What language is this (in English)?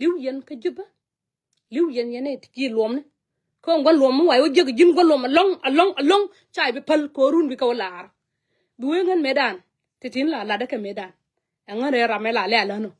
Nuer